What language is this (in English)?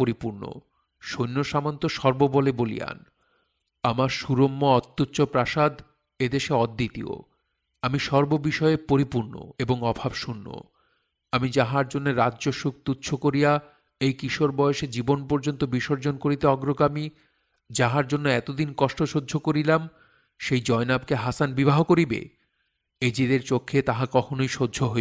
Bangla